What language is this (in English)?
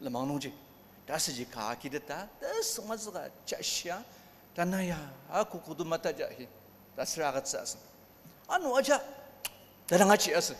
Ao Naga